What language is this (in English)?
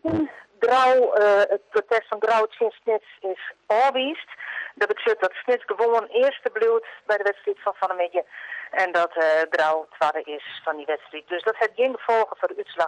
Western Frisian